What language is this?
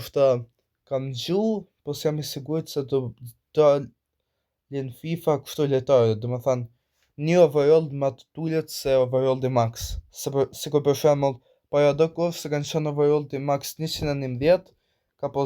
Albanian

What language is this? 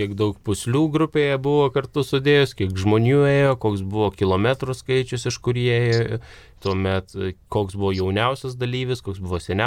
Lithuanian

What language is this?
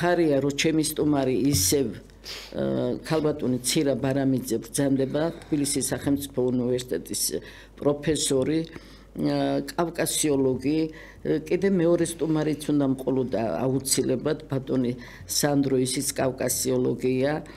Georgian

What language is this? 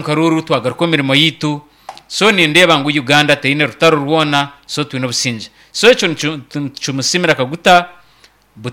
Nyankole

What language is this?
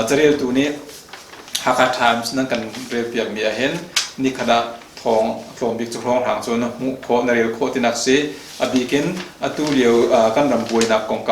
Hakha Chin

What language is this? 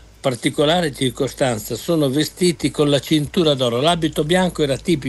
Italian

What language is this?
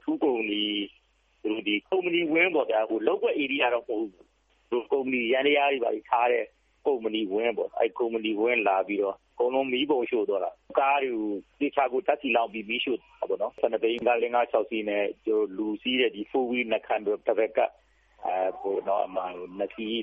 Burmese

